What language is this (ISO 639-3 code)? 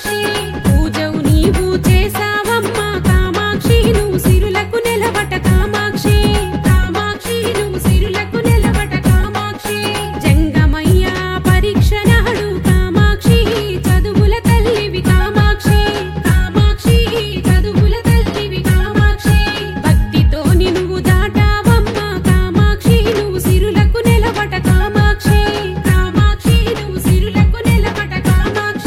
tel